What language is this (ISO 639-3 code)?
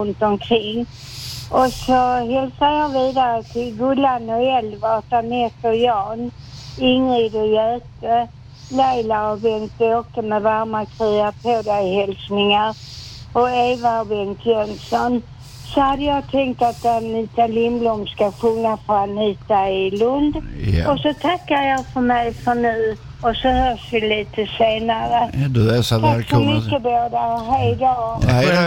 swe